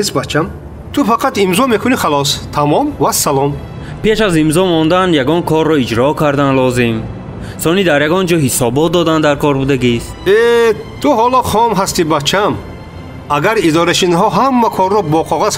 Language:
Tajik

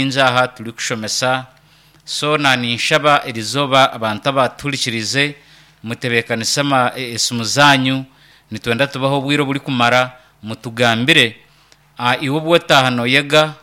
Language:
Nyankole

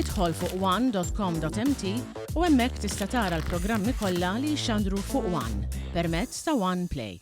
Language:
Maltese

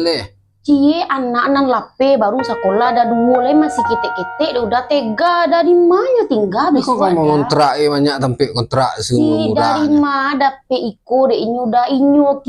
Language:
Minangkabau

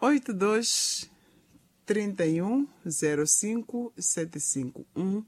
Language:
Tsonga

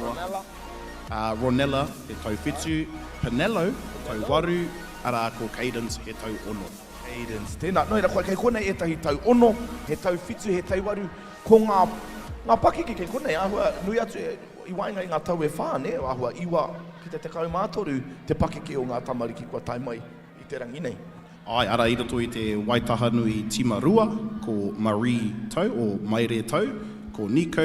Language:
Māori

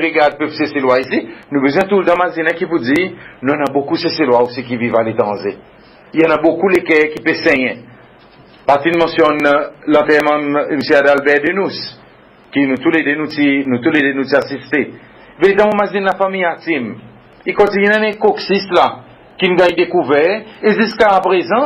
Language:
Seselwa Creole French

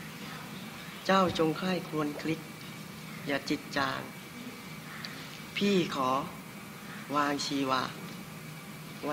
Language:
Thai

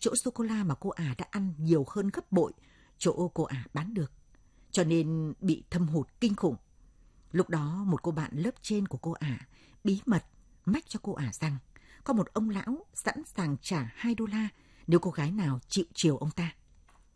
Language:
Vietnamese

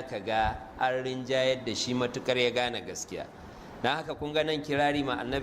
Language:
Hausa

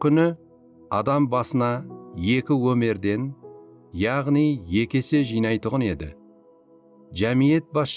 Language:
Kara-Kalpak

